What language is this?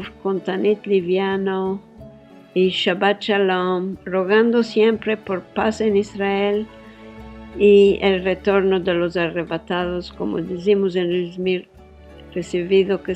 Ladino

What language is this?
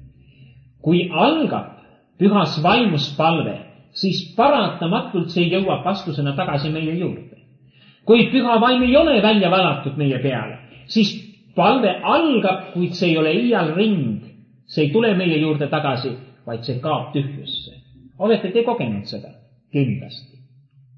Estonian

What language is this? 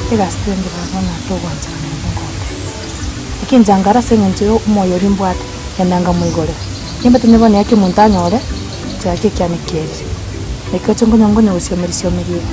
Gusii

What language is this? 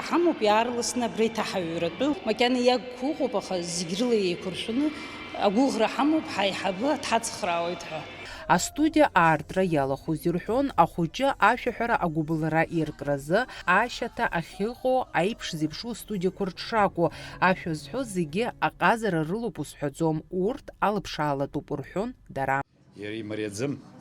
Abkhazian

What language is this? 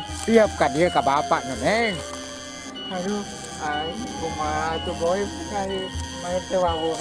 Sundanese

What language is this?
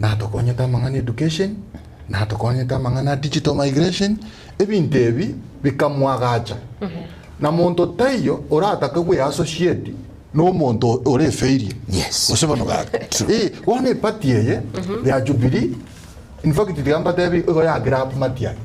Gusii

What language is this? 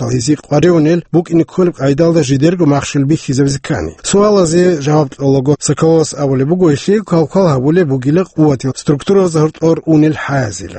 Avaric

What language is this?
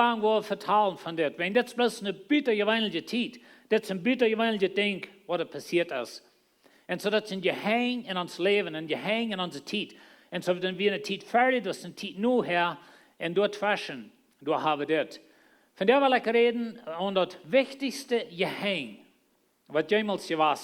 Plautdietsch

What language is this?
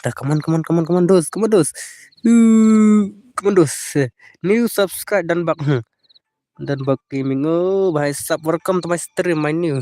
Khasi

